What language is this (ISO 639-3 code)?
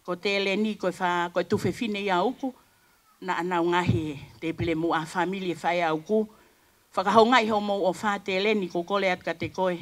ton